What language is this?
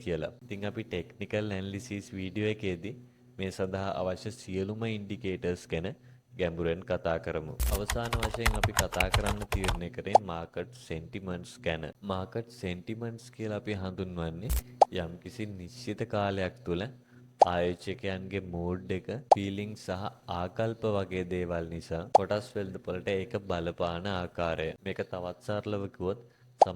Sinhala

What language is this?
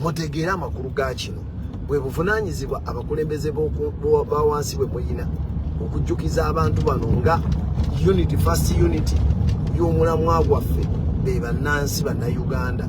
Ganda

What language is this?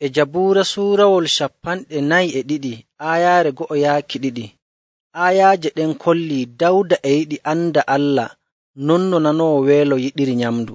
Nigerian Fulfulde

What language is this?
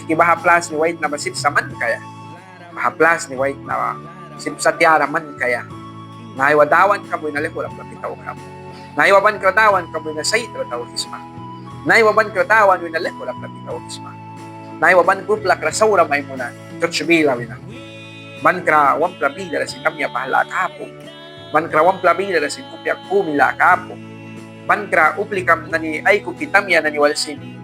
Mískito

